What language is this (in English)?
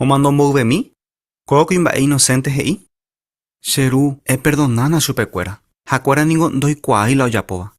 Guarani